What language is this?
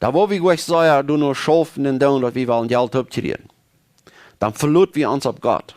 Plautdietsch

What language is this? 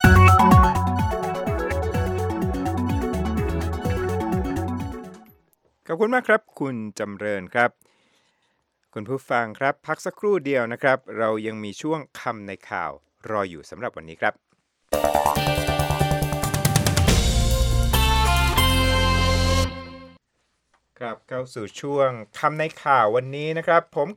Thai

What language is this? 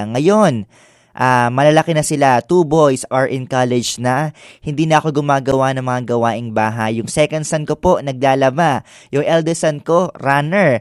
Filipino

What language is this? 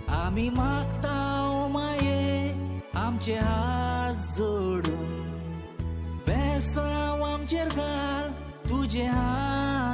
Konkani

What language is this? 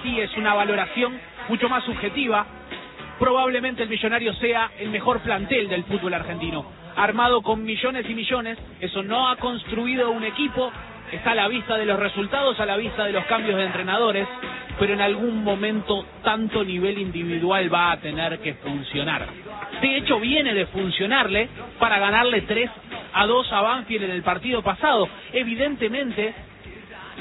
Spanish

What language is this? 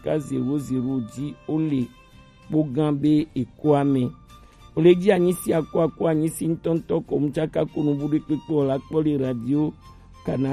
Gen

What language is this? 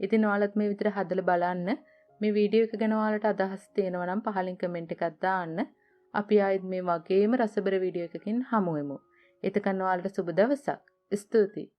Sinhala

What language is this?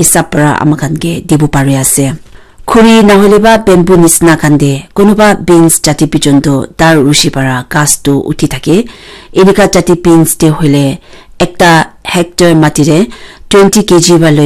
Naga Pidgin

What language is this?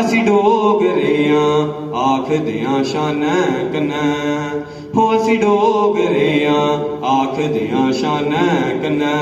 Dogri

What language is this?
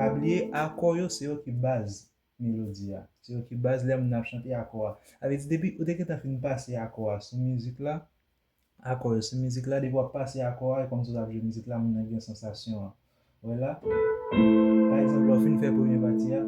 Haitian Creole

